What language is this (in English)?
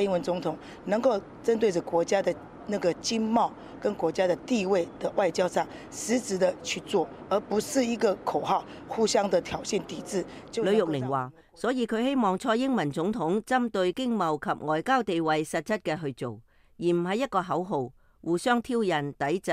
Cantonese